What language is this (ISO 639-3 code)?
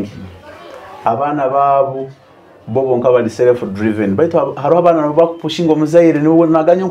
nyo